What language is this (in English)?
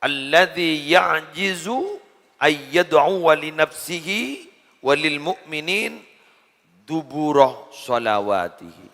Madurese